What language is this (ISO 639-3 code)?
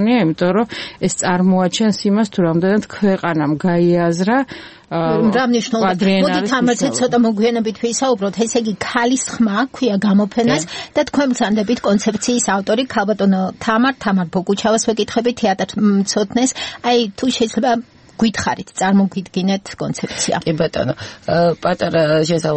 kat